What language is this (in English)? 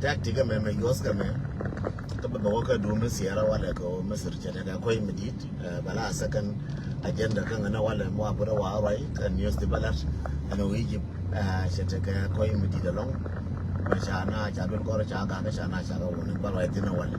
Nuer